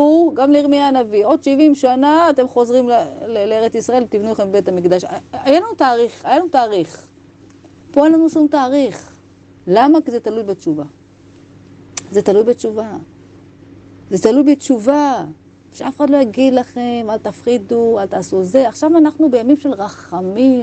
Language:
Hebrew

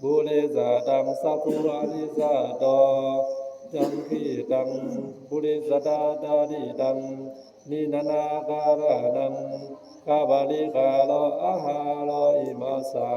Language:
Pali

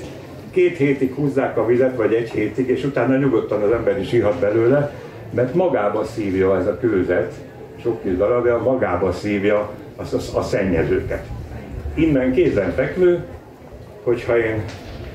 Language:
Hungarian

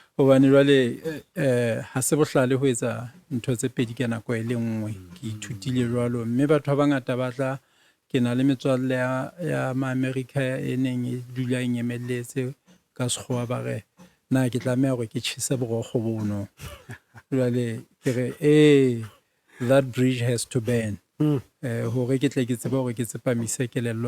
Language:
Southern Sotho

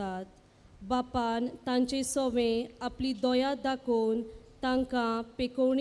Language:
Konkani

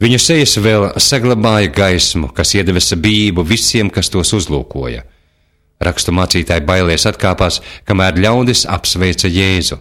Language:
Latvian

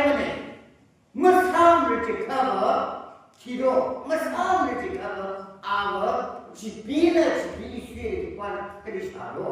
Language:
Tangkhul Naga (India)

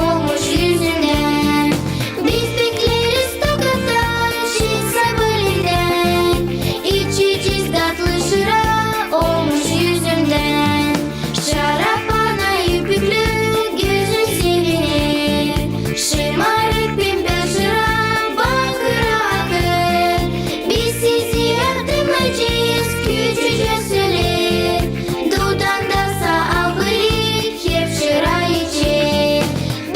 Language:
Gagauz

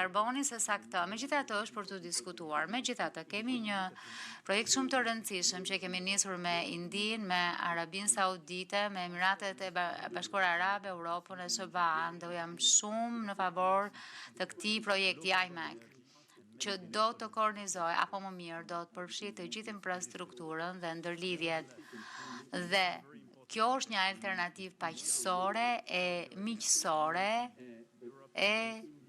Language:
Albanian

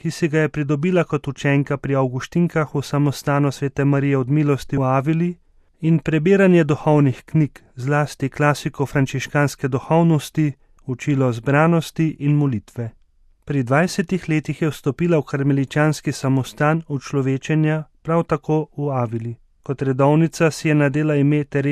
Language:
Slovenian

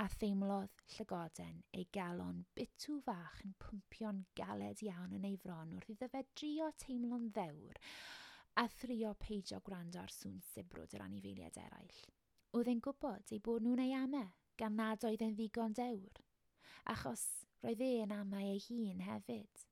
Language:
Welsh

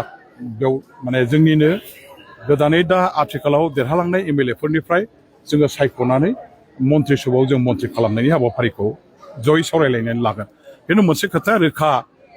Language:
Bodo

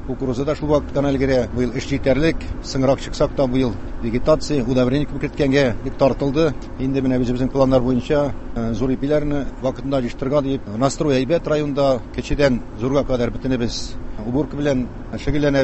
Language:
Tatar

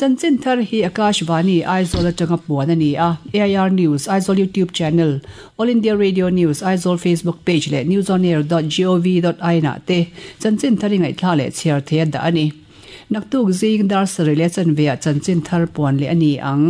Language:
Mizo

